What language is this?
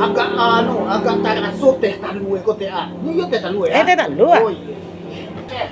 Minangkabau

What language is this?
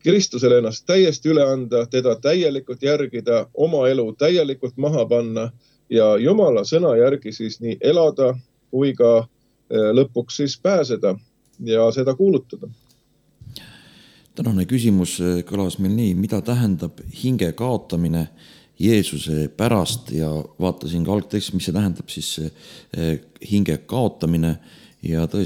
Estonian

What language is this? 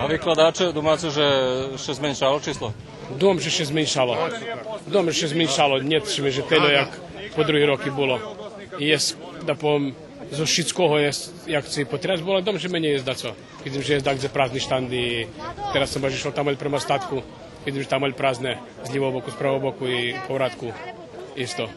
Rusyn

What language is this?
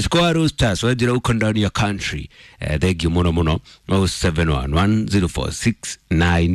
Kikuyu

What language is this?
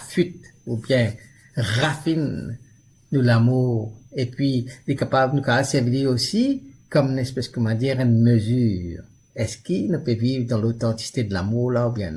Morisyen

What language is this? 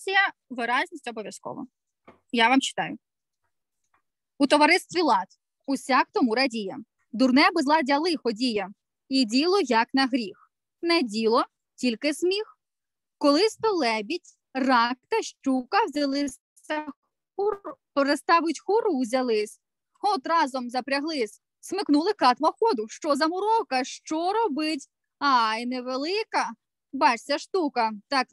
Ukrainian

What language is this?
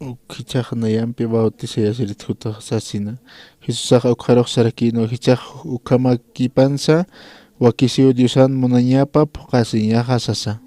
Aymara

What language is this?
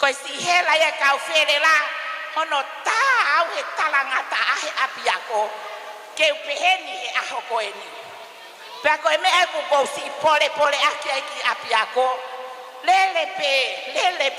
Tongan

